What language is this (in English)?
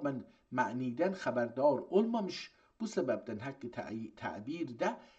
South Azerbaijani